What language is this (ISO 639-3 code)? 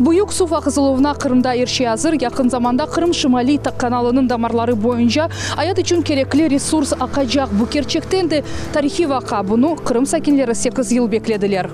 crh